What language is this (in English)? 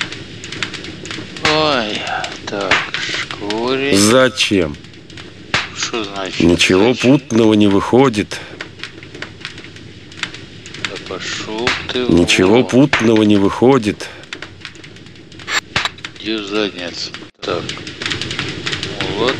Russian